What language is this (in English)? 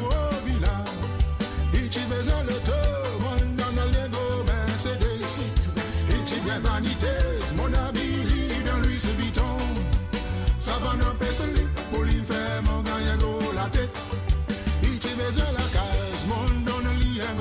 Morisyen